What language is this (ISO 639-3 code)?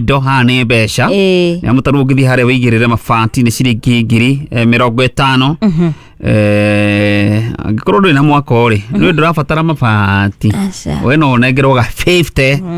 kik